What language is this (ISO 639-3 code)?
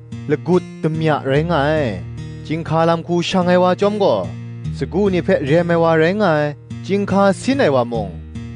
kac